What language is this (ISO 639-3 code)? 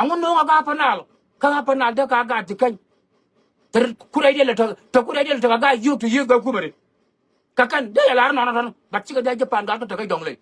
nus